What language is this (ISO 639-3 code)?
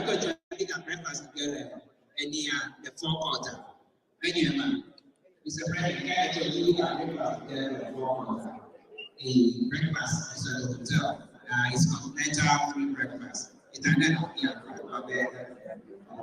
ewe